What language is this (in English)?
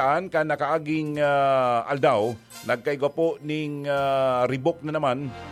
Bikol